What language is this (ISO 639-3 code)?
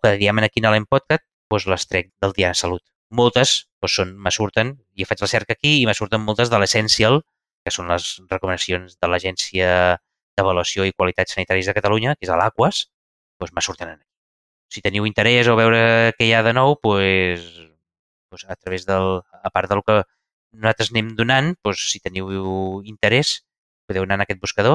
cat